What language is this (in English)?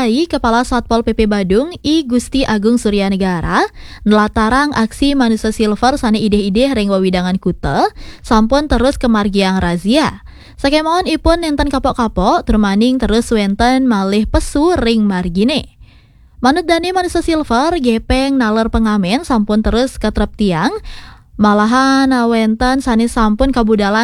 Balinese